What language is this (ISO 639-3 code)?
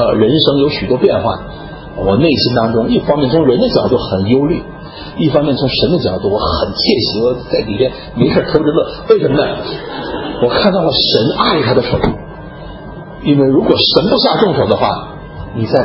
zho